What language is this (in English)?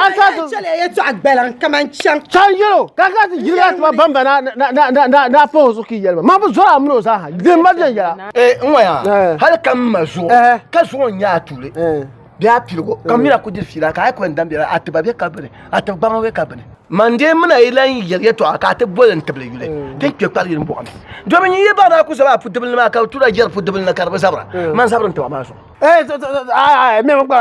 Dagbani